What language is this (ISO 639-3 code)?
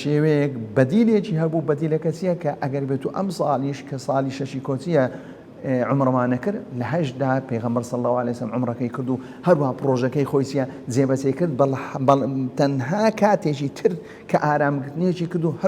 ckb